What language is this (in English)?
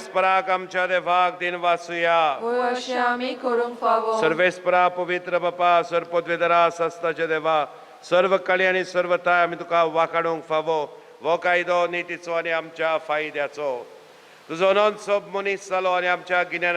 Konkani